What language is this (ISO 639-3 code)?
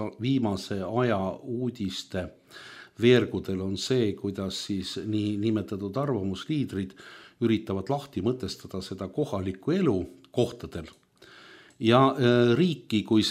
est